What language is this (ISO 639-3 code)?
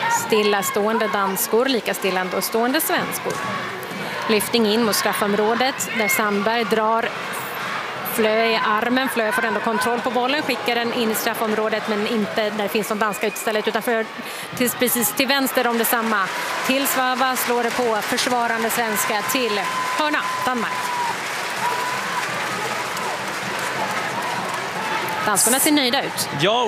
swe